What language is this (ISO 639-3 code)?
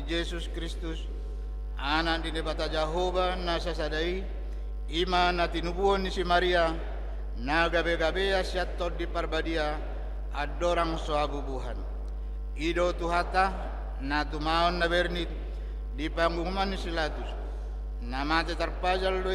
bbc